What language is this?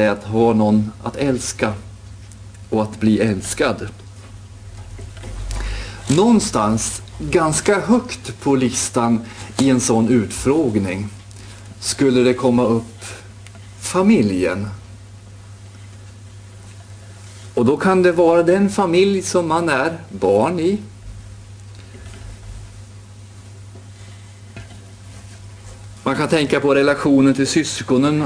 Swedish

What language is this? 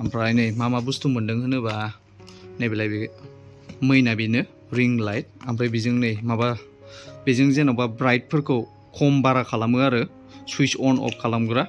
Bodo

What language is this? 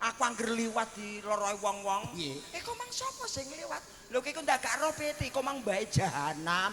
Javanese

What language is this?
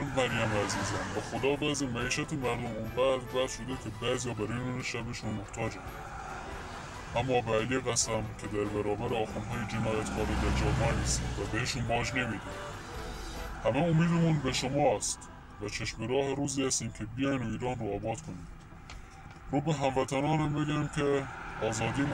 Persian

